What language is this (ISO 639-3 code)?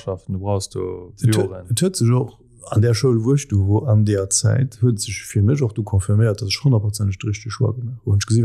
ltz